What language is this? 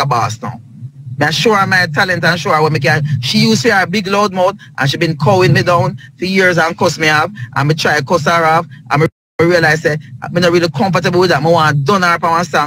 Jamaican Creole English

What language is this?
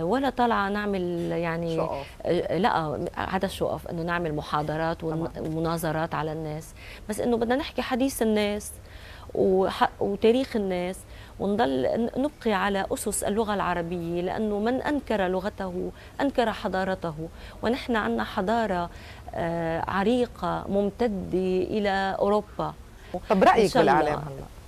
North Levantine Arabic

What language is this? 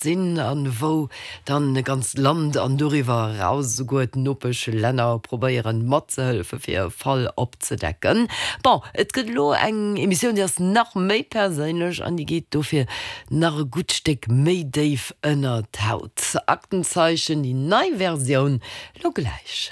Luxembourgish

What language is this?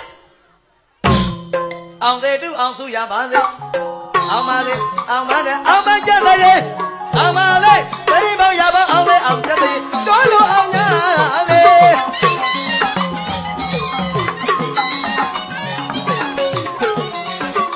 Burmese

